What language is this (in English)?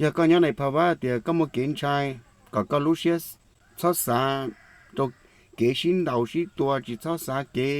Hmong